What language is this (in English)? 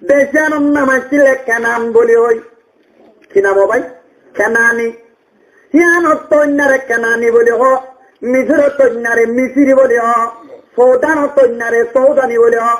Rohingya